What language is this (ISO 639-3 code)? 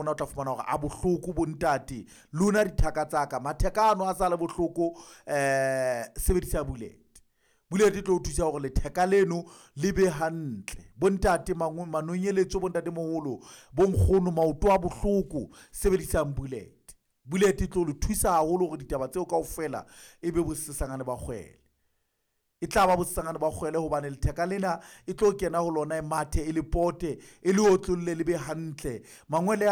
sot